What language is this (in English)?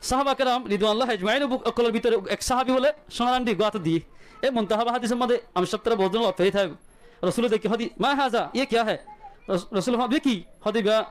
Rohingya